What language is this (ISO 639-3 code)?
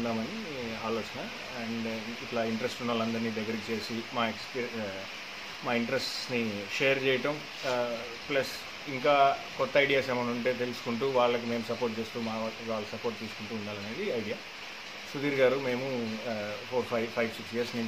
tel